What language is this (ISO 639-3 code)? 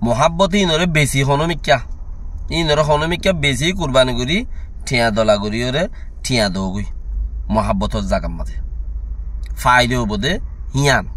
rhg